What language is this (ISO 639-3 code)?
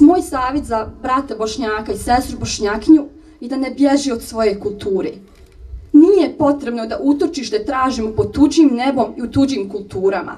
bos